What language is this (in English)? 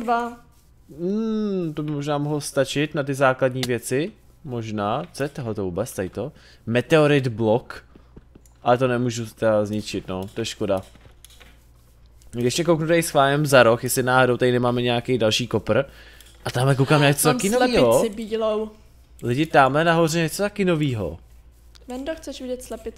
Czech